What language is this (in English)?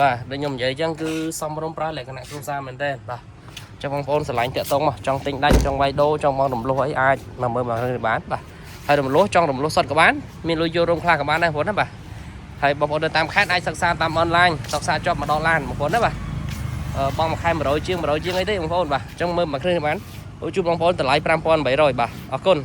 Khmer